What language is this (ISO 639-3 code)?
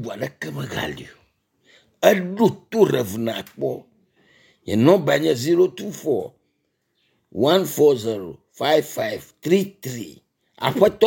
ewe